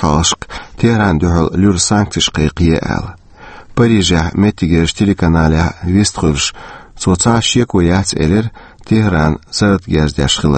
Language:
Chechen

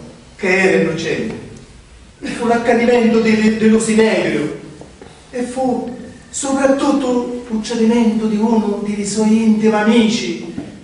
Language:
Sicilian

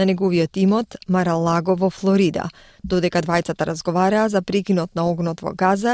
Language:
Macedonian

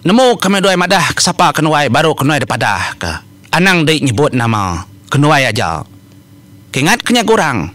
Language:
Iban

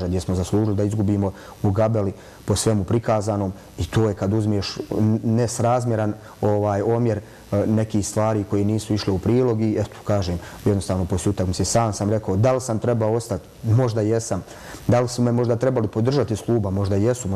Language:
Bosnian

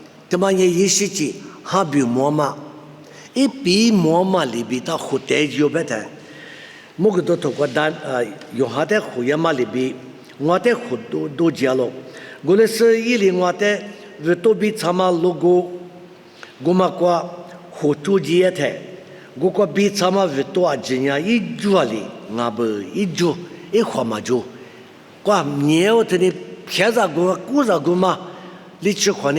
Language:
Lisu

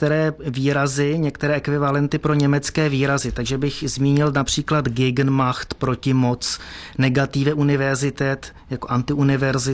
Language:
Czech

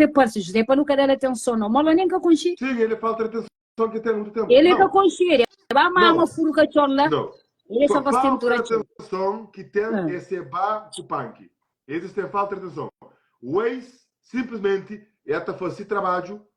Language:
Kabuverdianu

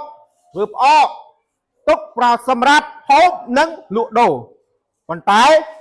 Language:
Khmer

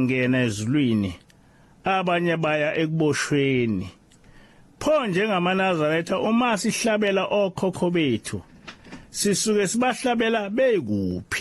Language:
Zulu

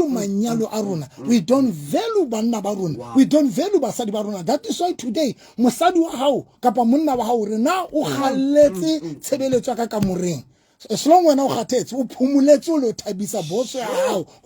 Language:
Southern Sotho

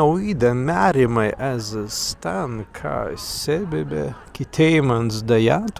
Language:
Prussian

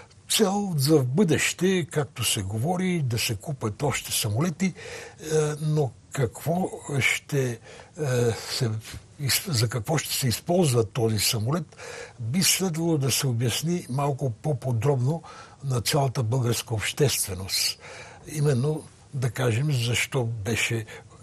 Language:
Bulgarian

